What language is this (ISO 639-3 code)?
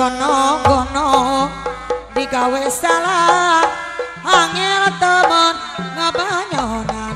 sun